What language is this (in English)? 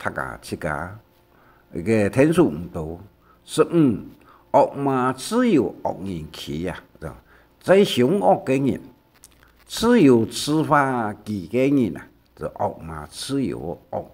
Hakka Chinese